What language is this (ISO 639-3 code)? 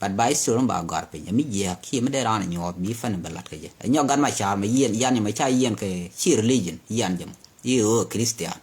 nus